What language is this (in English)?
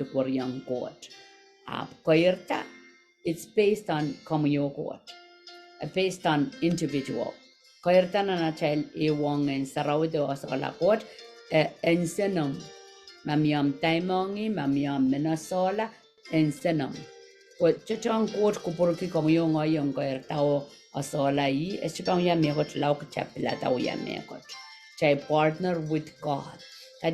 Pohnpeian